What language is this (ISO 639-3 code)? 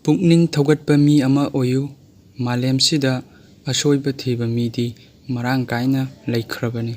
mni